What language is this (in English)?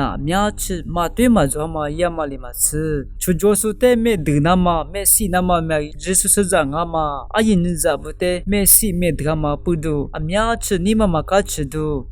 Lisu